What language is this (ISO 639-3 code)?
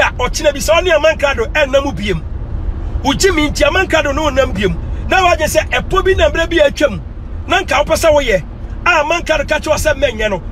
aka